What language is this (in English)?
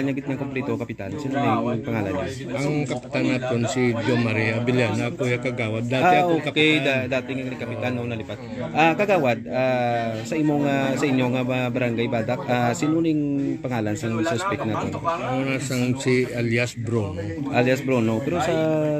Hiligaynon